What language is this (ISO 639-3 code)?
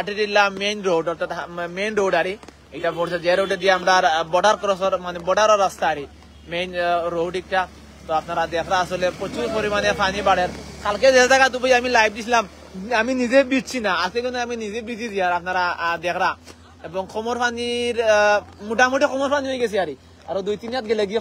syl